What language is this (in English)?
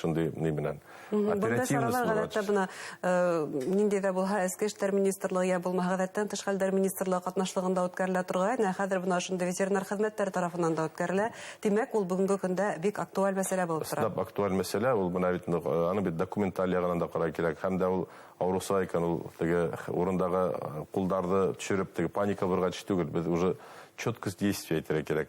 Bashkir